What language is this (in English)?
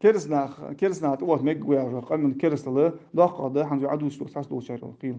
Ingush